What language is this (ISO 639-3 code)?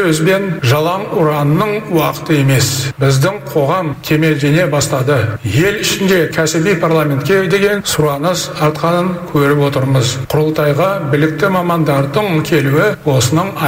kaz